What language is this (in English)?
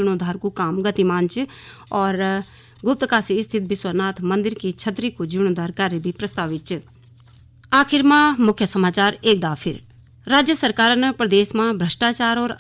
Garhwali